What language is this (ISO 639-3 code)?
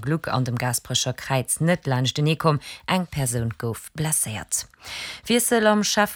ltz